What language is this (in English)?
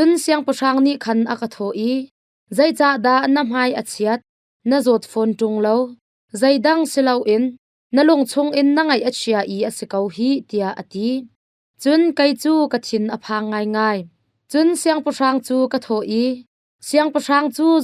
Hakha Chin